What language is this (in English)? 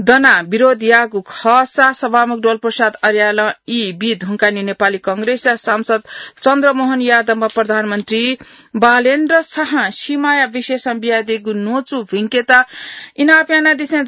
Newari